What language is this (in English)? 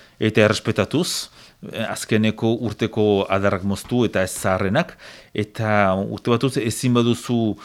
Basque